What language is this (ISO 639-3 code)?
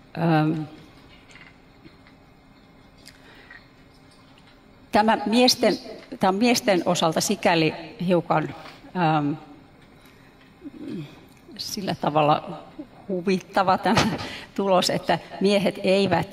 fin